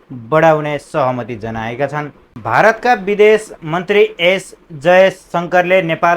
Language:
Nepali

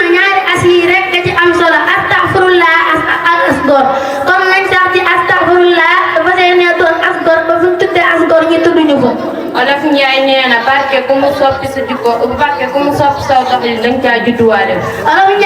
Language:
Wolof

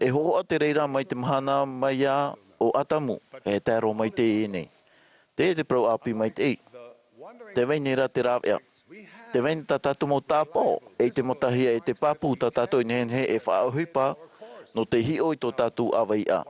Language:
Tahitian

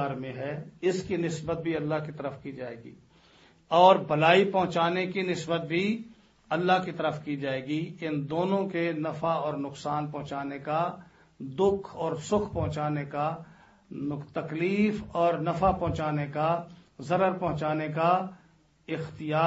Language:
Urdu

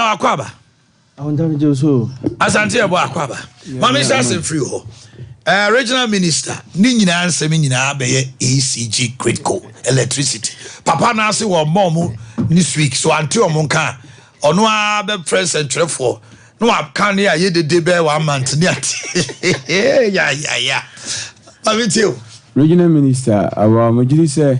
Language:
Akan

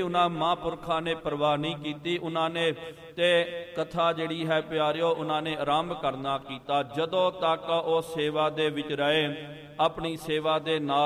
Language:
Punjabi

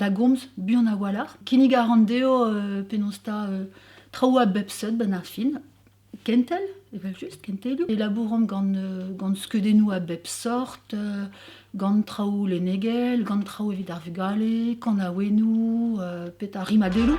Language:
Breton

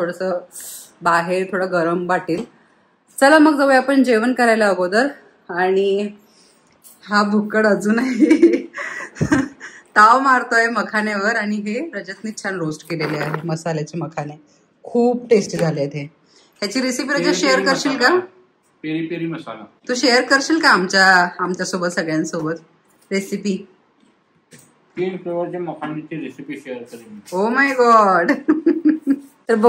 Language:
Marathi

